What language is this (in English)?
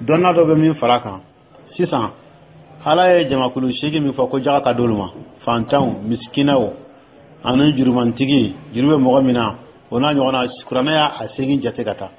Dyula